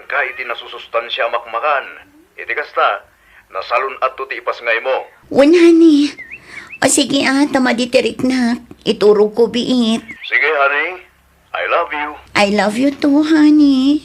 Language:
Iloko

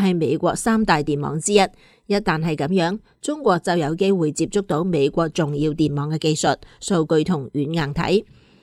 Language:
Cantonese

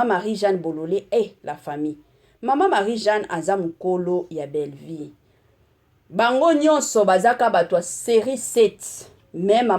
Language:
Lingala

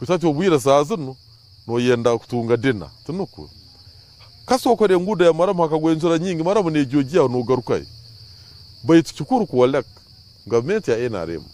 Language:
Nyankole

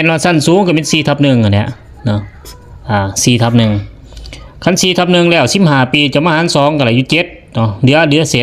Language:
Lao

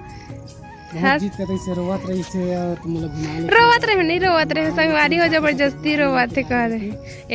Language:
Chhattisgarhi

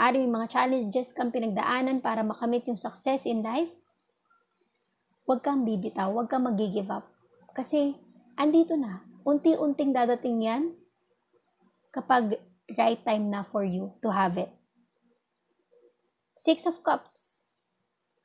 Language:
Filipino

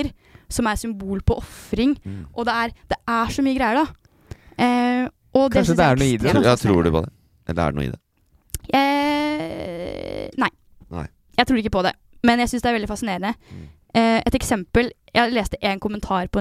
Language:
Norwegian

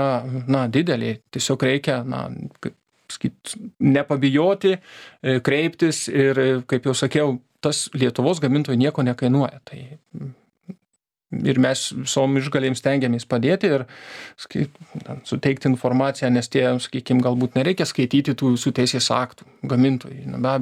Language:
Lithuanian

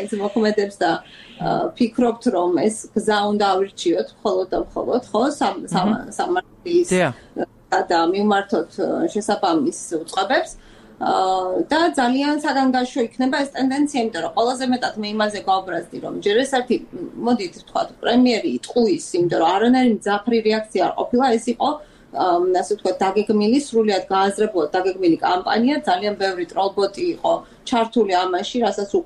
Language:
Georgian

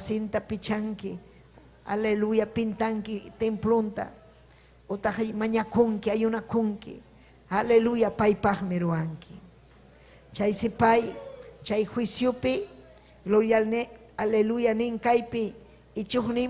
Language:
Ayacucho Quechua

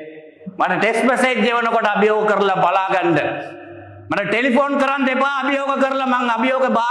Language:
Sinhala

